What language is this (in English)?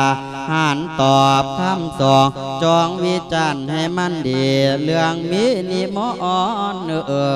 Lao